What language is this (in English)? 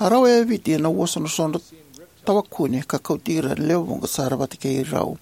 Fijian